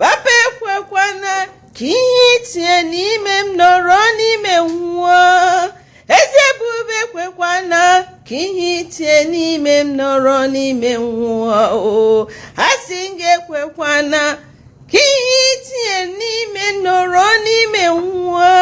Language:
Igbo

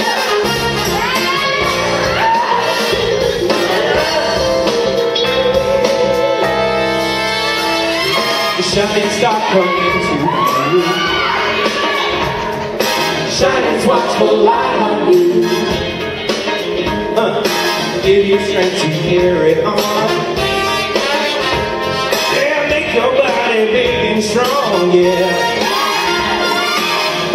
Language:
English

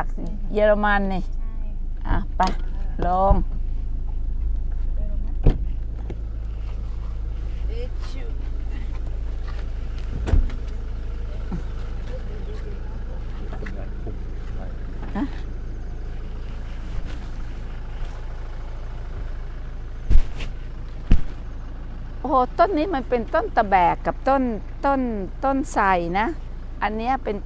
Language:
Thai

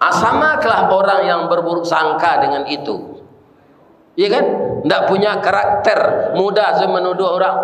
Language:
Minangkabau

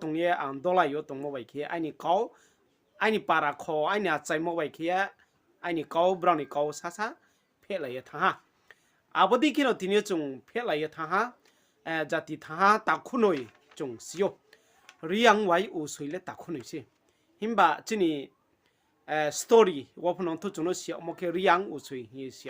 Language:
Riang (India)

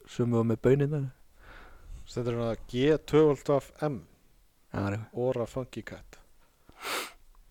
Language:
Icelandic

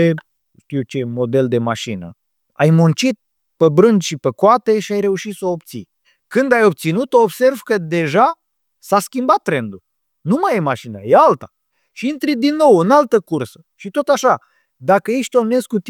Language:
Romanian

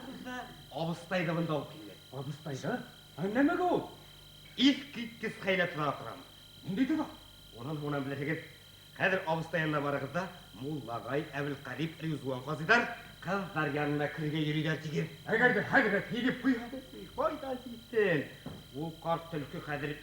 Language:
Bashkir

